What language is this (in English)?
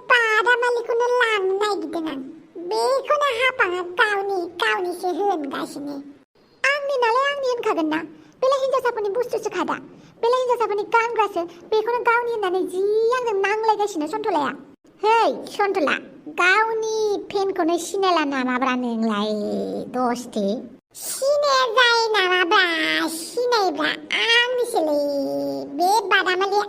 Bodo